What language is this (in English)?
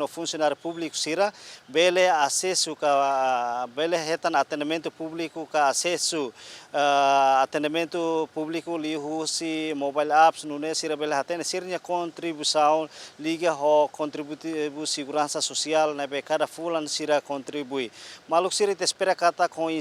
Tetum